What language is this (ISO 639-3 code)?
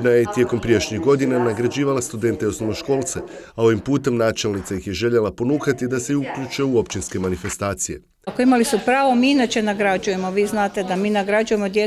hrv